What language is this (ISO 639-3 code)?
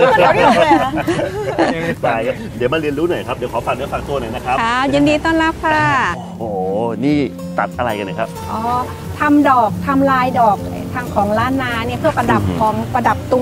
tha